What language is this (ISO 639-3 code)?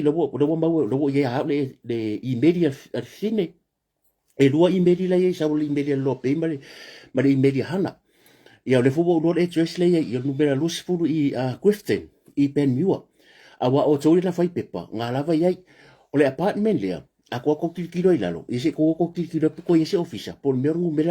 smo